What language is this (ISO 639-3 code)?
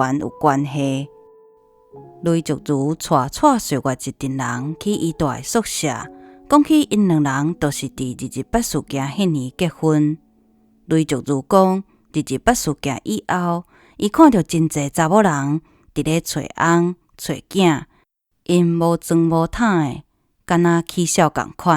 nan